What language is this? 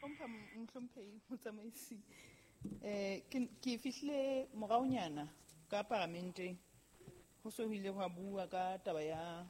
Southern Sotho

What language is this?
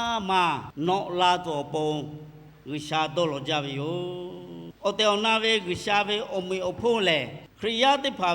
Lahu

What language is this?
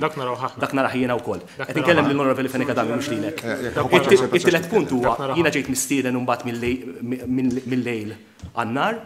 Maltese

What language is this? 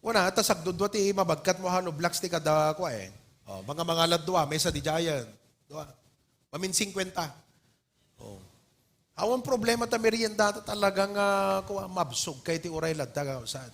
Iloko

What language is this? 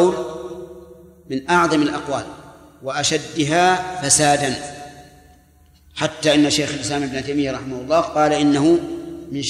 Arabic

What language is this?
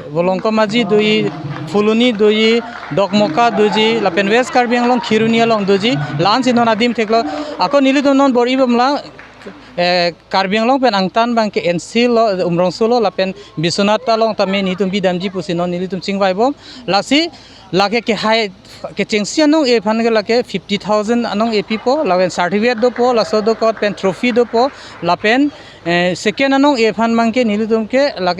Karbi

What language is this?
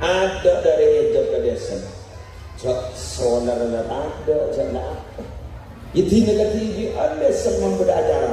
Madurese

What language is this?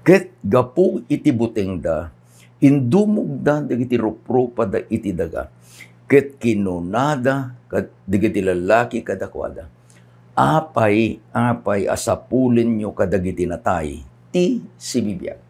Iloko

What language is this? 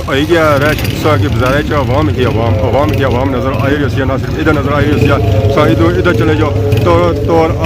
Pahari-Potwari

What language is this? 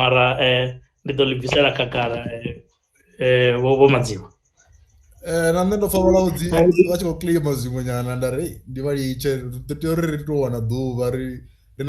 Venda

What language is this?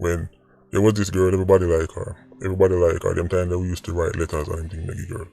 Jamaican Creole English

